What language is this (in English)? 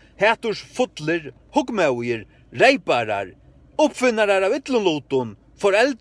Faroese